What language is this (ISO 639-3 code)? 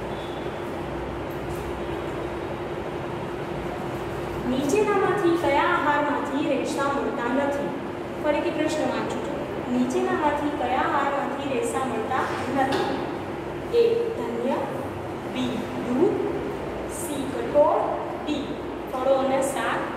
guj